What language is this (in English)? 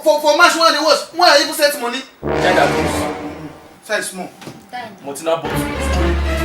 Nigerian Pidgin